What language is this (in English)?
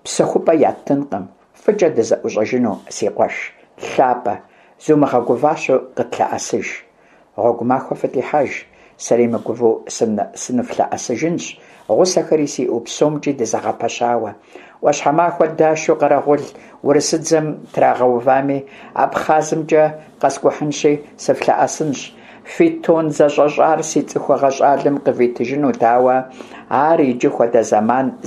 Kabardian